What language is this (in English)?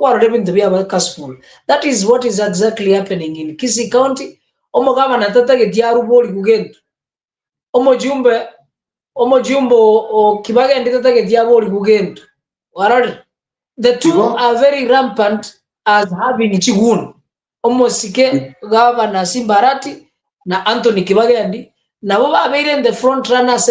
Gusii